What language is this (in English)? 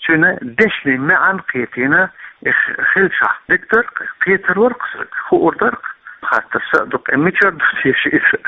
Chechen